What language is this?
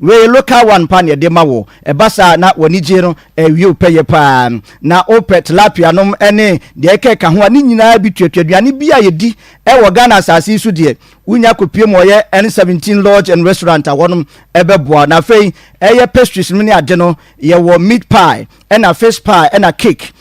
Akan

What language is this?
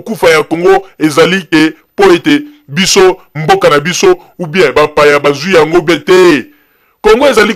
Lingala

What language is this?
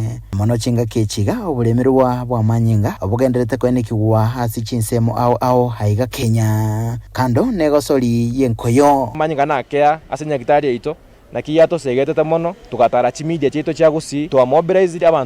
Gusii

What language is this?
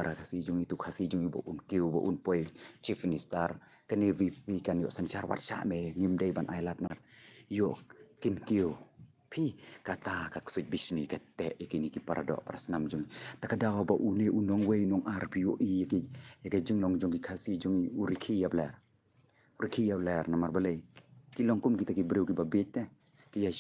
Khasi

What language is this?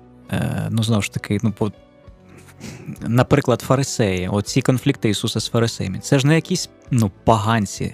Ukrainian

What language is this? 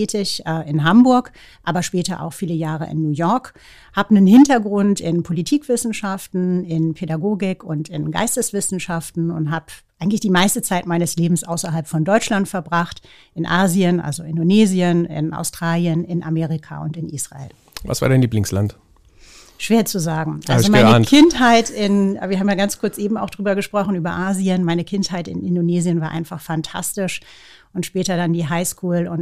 German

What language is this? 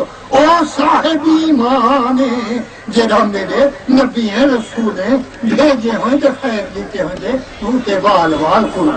Saraiki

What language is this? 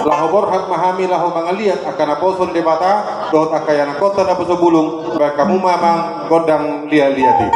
Batak Toba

